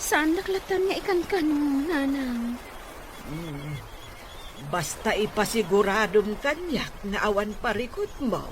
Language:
Iloko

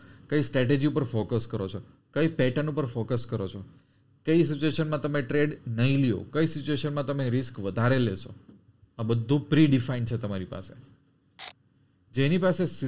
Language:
Gujarati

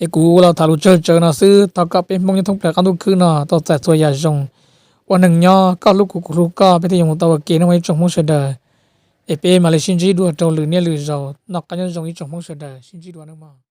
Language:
Hmong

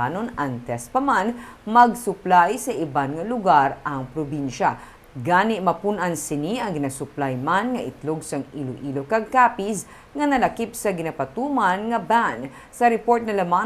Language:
Hiligaynon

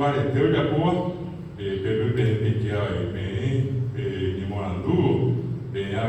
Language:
Guarani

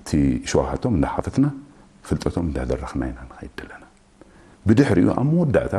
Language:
Tigrinya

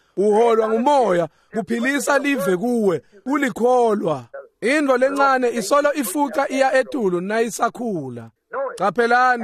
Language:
Swati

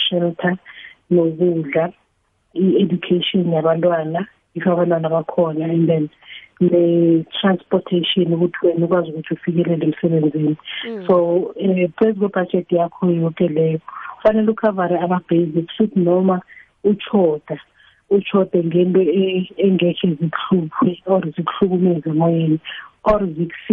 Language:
South Ndebele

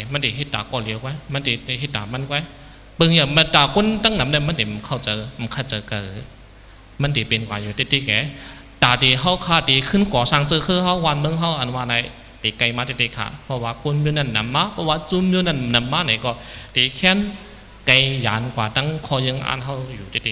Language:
Shan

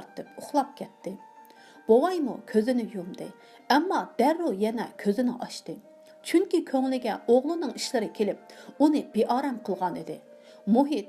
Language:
Uyghur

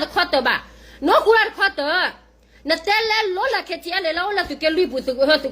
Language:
S'gaw Karen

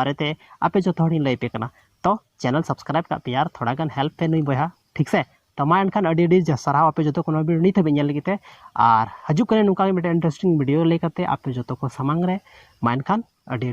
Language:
Santali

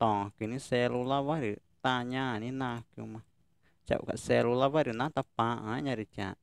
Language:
Ticuna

